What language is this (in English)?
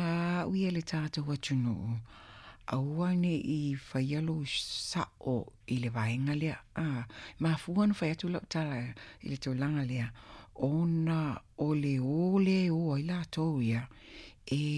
Samoan